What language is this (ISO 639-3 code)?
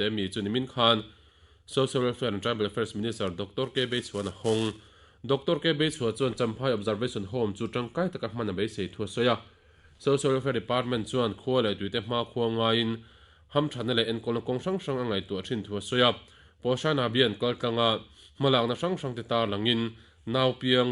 lus